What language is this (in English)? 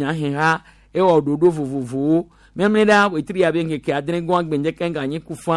Gen